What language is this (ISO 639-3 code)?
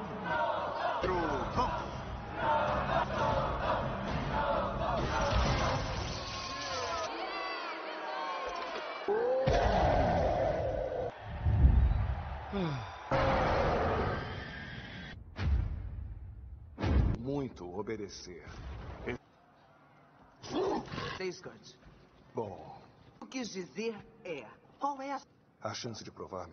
por